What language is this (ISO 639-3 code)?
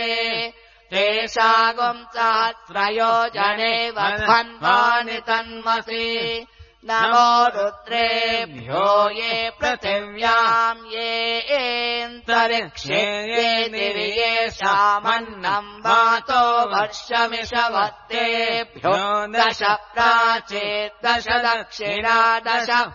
san